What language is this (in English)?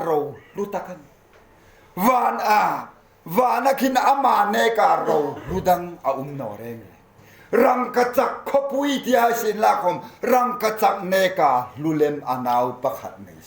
Hmar